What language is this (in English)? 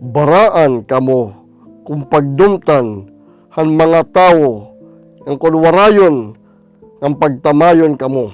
Waray